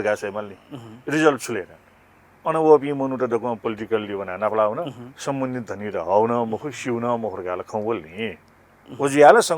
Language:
Newari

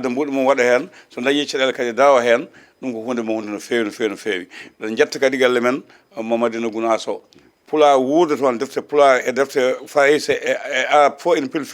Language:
Fula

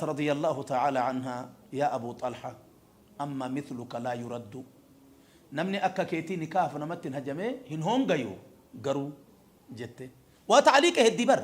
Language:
Oromo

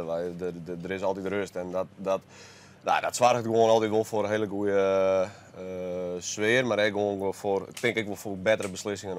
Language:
Western Frisian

